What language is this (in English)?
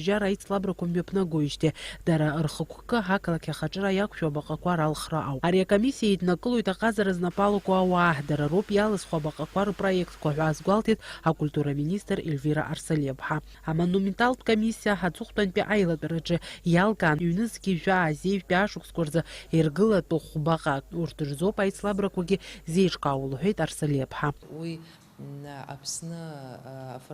Abkhazian